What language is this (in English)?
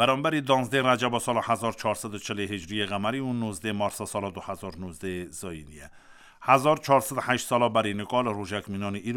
Kurdish